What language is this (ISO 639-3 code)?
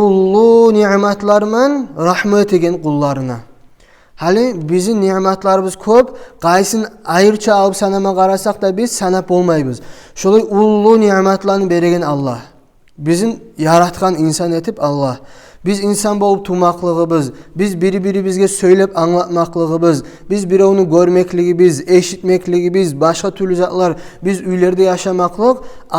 kum